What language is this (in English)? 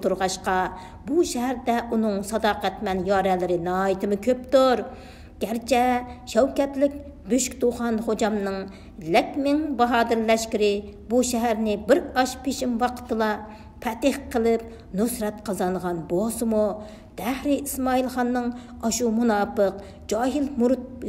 Uyghur